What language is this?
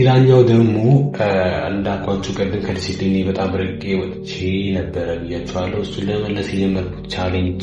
Amharic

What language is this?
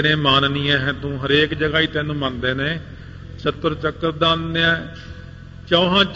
Punjabi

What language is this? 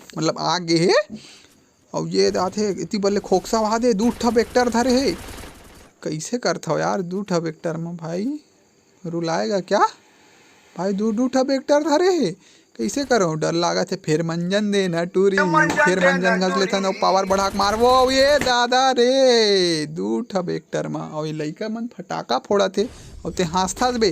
Chhattisgarhi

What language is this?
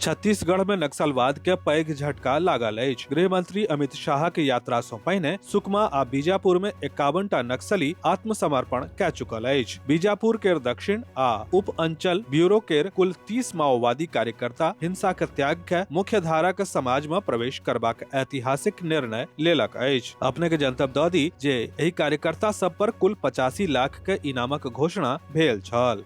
Maithili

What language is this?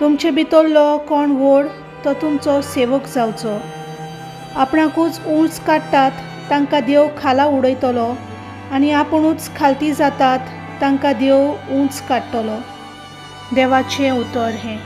Konkani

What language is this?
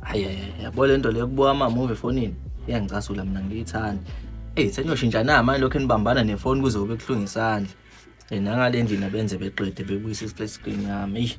Zulu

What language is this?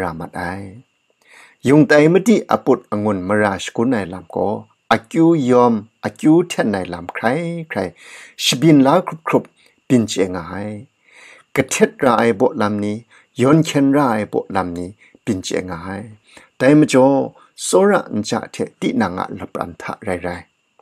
Kachin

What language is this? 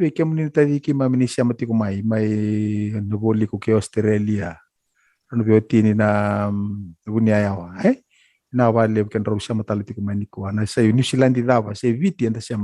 Fijian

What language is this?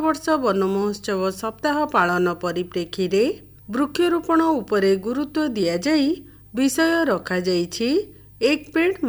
Odia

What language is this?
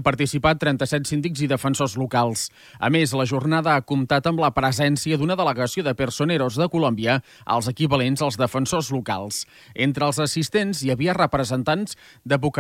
Catalan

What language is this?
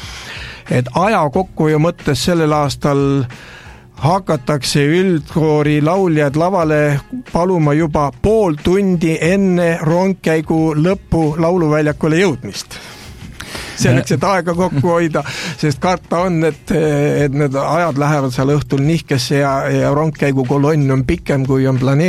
Estonian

